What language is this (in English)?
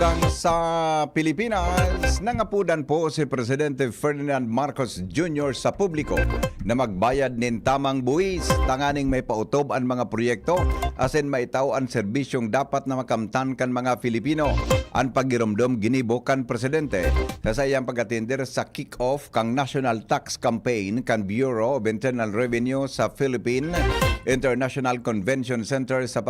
Bikol